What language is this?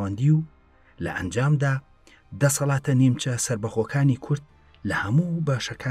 Central Kurdish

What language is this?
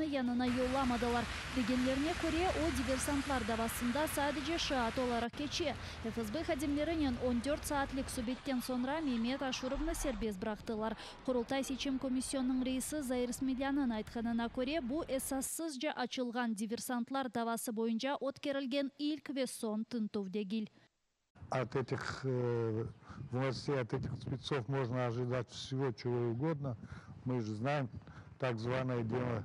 Crimean Tatar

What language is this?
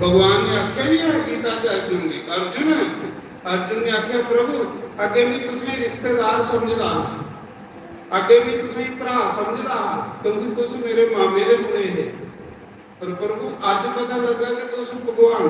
Dogri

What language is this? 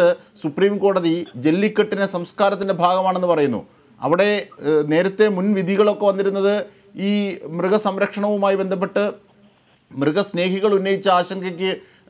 Malayalam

